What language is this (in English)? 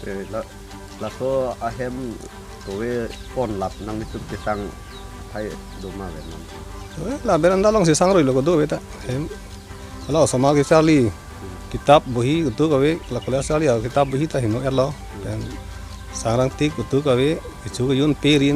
Karbi